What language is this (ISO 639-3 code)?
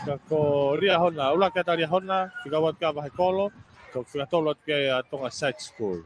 ton